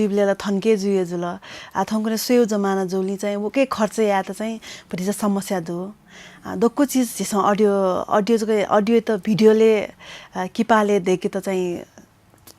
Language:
Newari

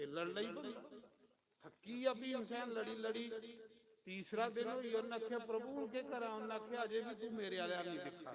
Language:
Dogri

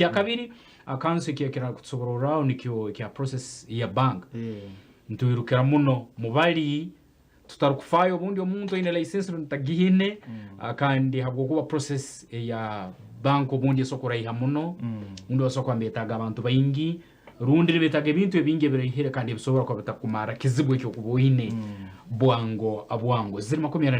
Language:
Nyankole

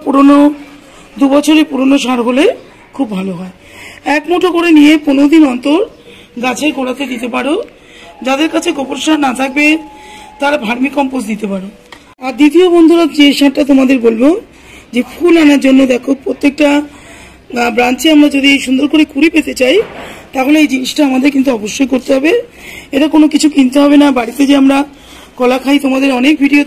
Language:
Bangla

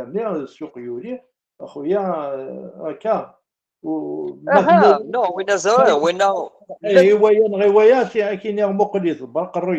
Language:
Kabyle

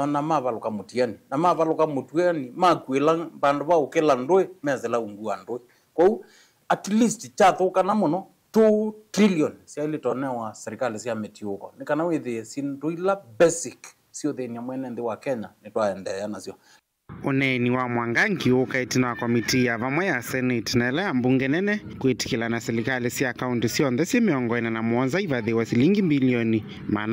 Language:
Kamba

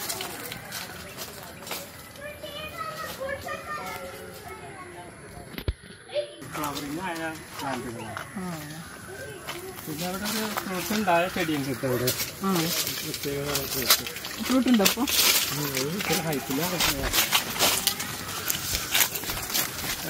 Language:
Malayalam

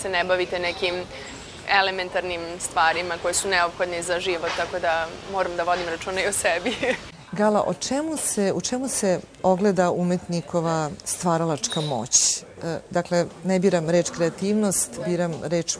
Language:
Serbian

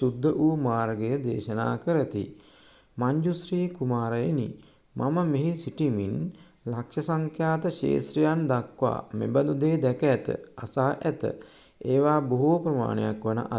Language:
Sinhala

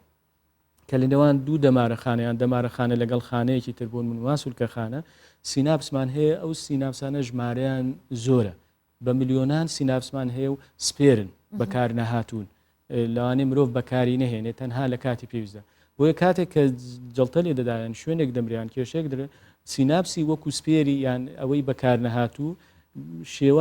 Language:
Central Kurdish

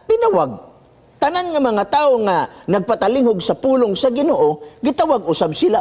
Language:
Cebuano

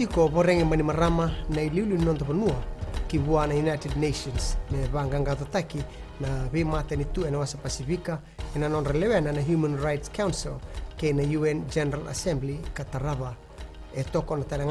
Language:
Fijian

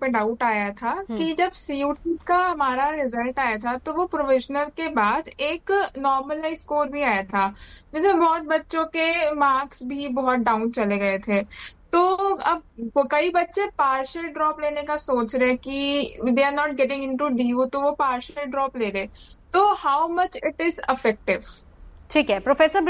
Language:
Hindi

